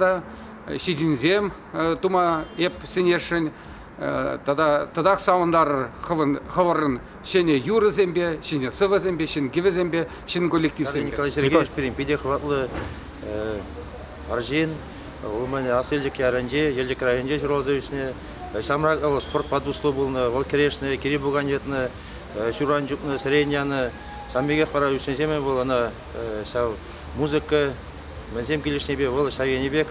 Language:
Chuvash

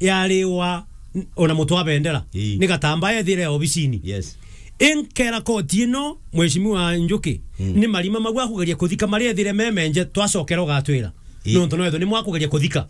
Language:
Meru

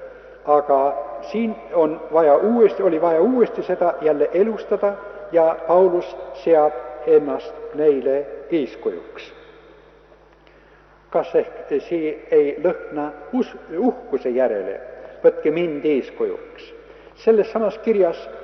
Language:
Estonian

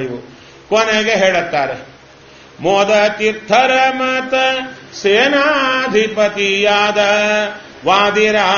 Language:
Kannada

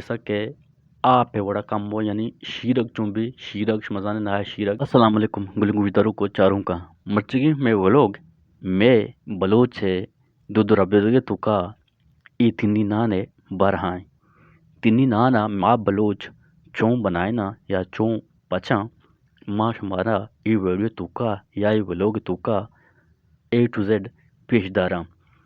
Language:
Eastern Balochi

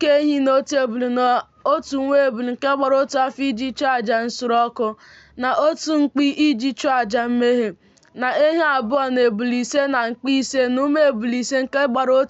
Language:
Igbo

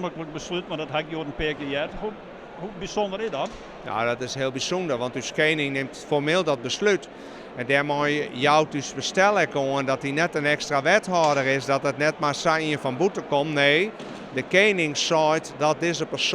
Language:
Western Frisian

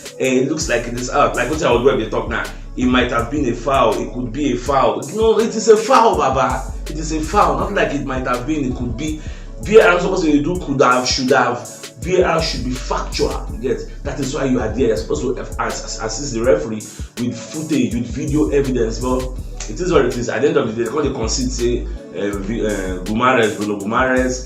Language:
Nigerian Pidgin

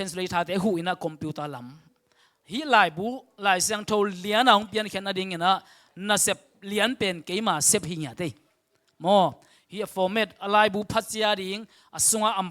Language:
Tedim Chin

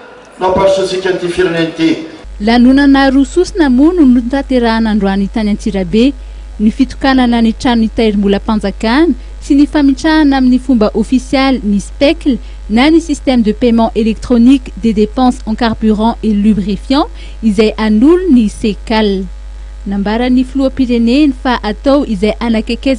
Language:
Malagasy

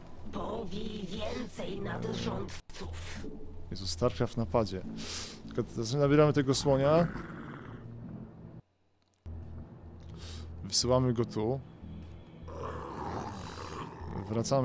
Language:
Polish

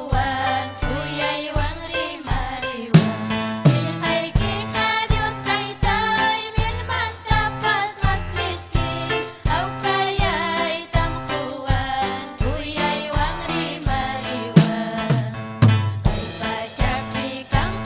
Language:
Ayacucho Quechua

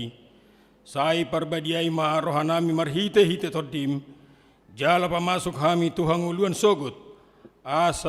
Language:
Batak Toba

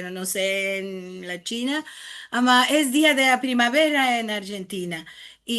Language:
Ladino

